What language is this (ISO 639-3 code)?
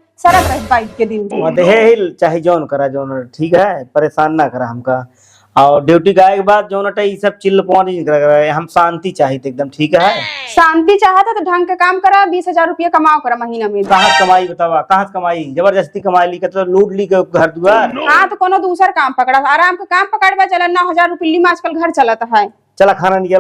awa